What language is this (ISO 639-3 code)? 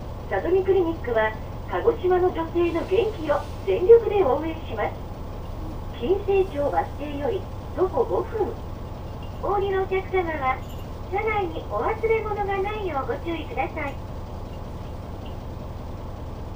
jpn